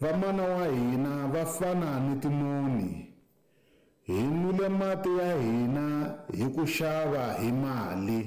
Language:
Tsonga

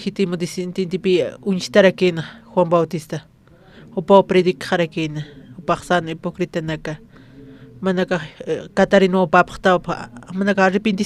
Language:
Aymara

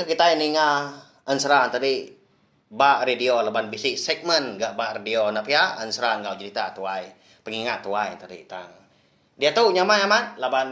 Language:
Iban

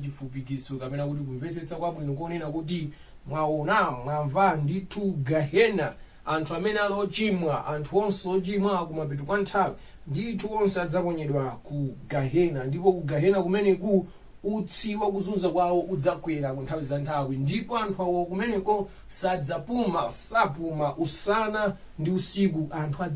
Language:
Nyanja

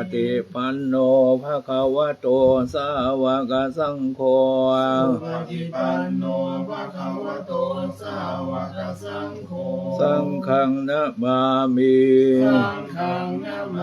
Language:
Pali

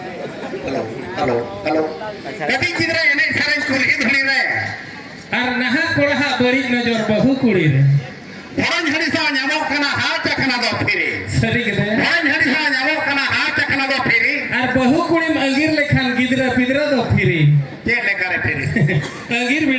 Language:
Santali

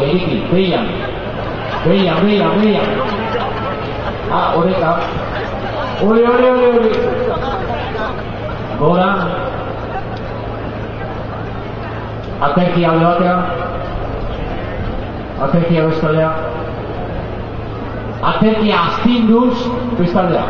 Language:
Basque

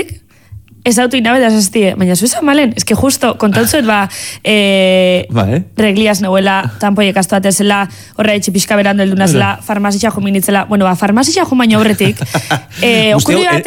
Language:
Basque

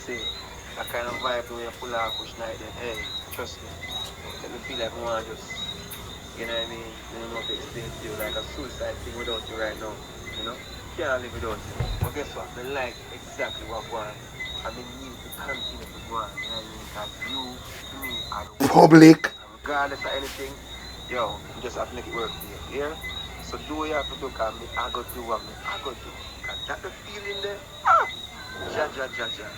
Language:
Jamaican Creole English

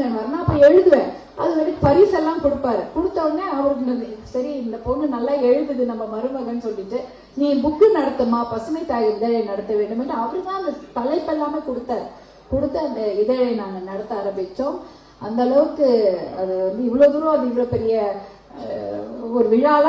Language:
Tamil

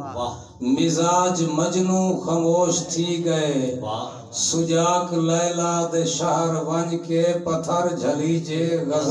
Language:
Saraiki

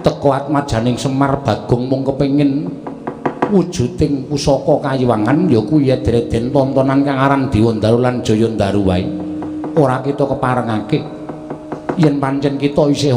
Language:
Javanese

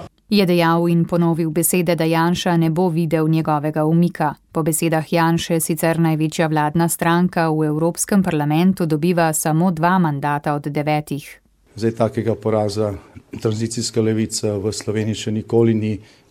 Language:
Slovenian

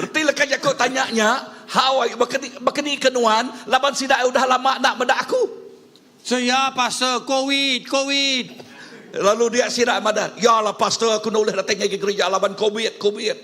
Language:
Iban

